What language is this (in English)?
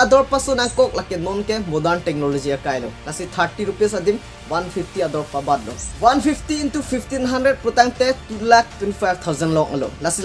Karbi